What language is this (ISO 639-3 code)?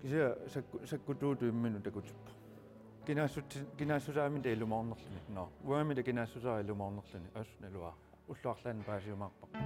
kal